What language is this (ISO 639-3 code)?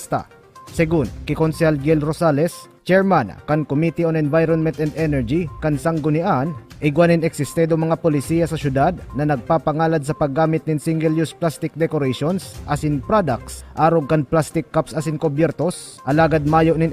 bik